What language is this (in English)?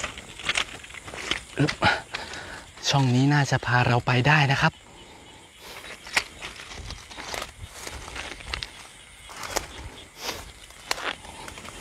Thai